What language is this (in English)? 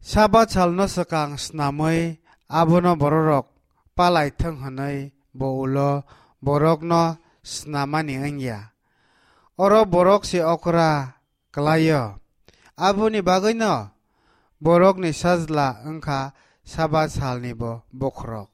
Kok Borok